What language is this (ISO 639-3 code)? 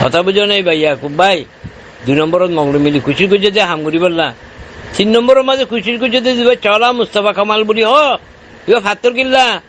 rhg